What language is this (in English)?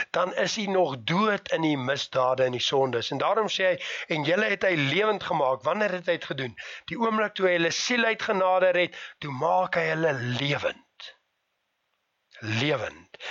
Afrikaans